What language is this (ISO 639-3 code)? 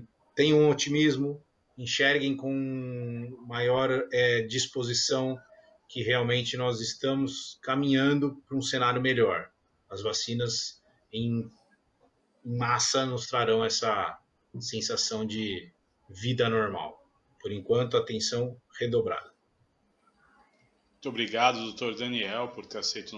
por